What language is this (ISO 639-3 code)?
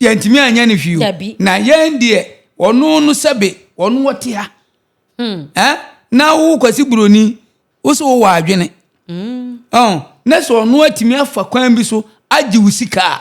aka